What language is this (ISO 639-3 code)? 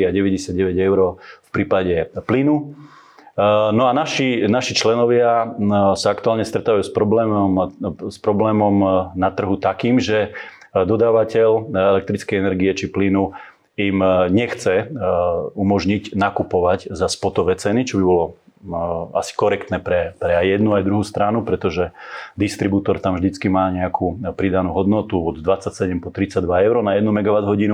slk